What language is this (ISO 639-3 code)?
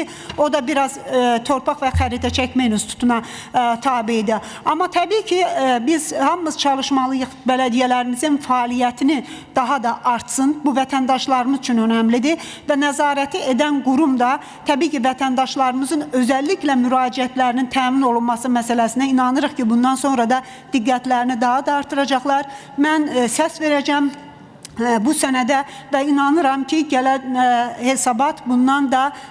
aze